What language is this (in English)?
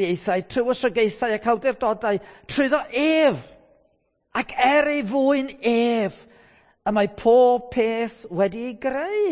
Welsh